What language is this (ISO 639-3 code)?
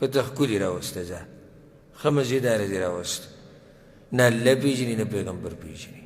pus